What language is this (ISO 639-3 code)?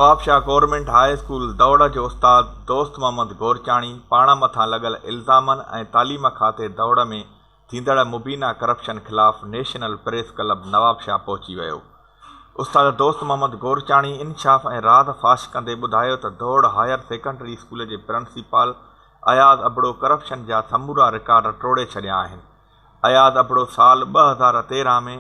snd